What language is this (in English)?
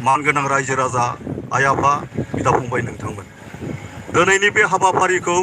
Bodo